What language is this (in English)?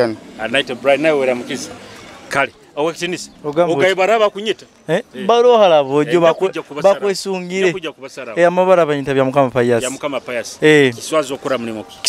Nyoro